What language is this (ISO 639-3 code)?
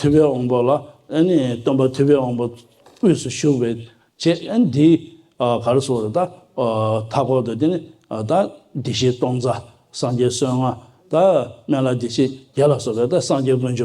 bod